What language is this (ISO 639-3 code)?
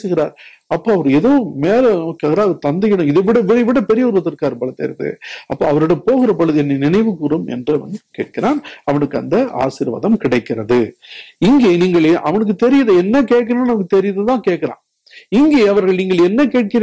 tam